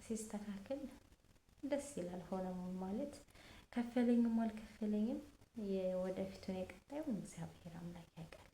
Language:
Amharic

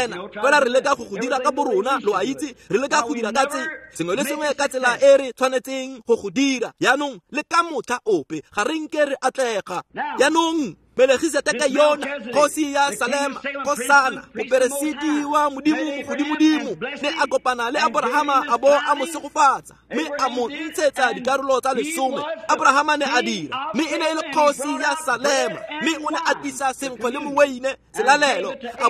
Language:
Tswana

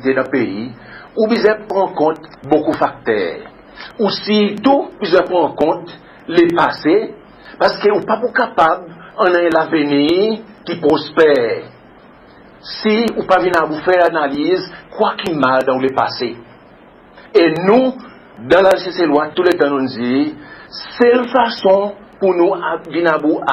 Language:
Seselwa Creole French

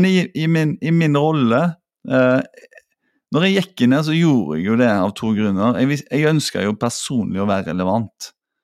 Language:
Norwegian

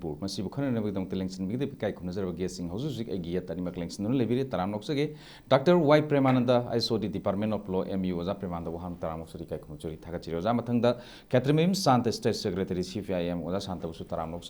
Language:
Manipuri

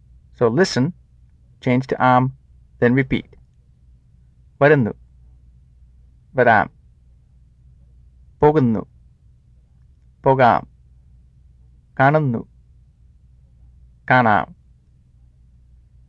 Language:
Malayalam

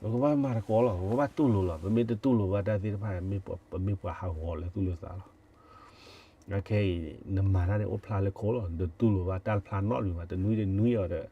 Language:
S'gaw Karen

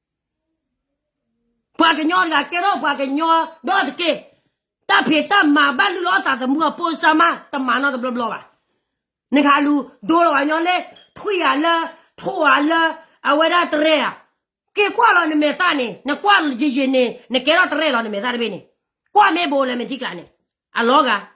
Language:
S'gaw Karen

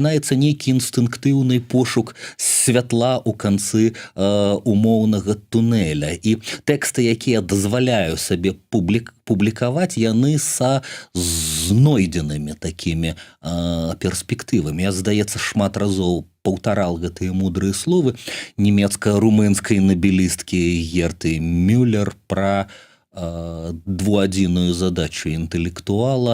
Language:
Belarusian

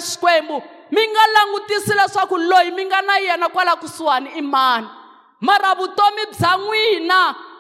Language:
Tsonga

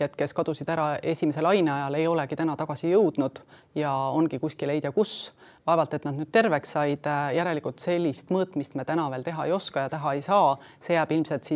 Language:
Estonian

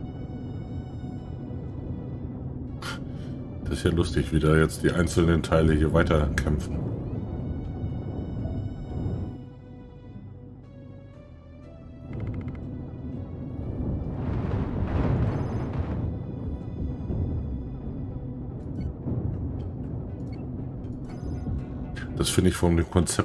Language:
German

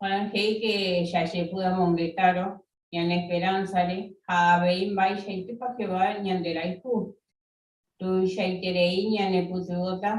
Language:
Guarani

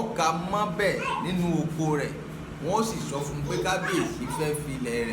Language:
Yoruba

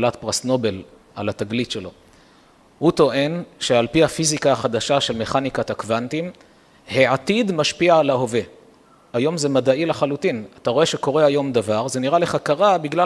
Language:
Hebrew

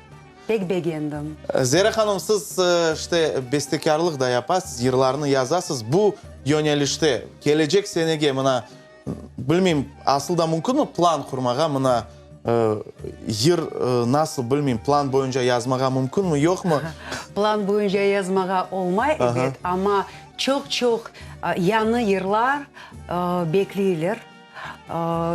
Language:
Crimean Tatar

